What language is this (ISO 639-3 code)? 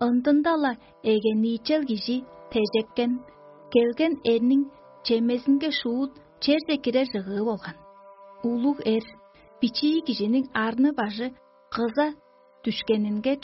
tyv